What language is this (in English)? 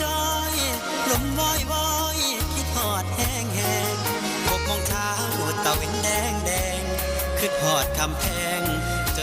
Northeastern Thai